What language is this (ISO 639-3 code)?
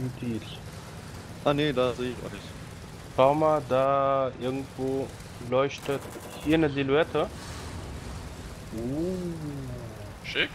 deu